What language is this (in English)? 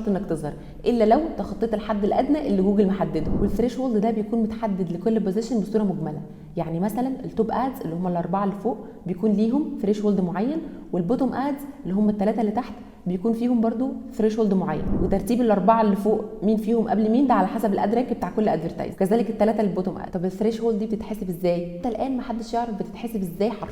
Egyptian Arabic